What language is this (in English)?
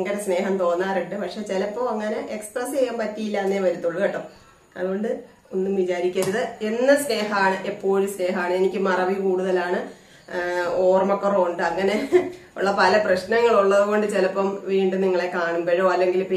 Malayalam